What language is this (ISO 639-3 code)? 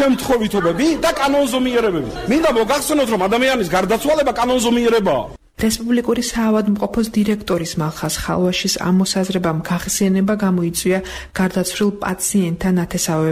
kat